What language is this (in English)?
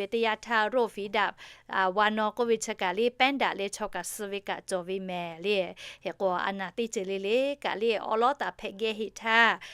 Lahu